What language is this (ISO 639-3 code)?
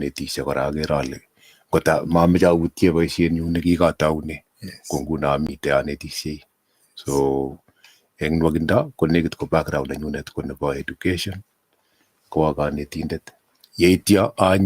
kln